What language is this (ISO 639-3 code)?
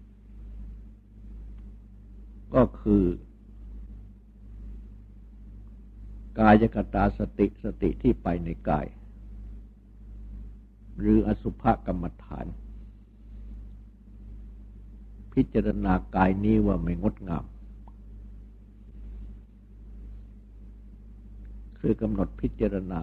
tha